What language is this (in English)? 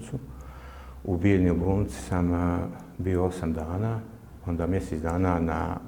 Bosnian